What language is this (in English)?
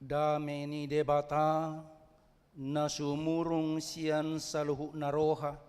Batak Toba